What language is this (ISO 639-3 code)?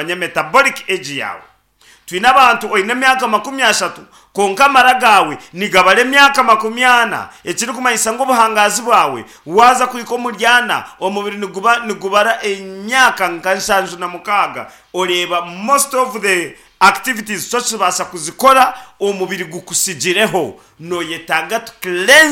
nyn